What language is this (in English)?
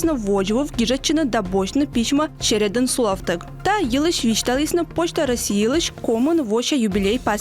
Komi